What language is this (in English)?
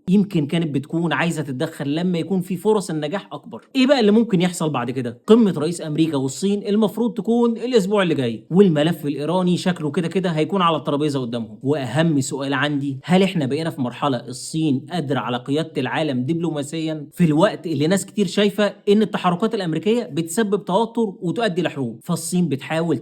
Egyptian Arabic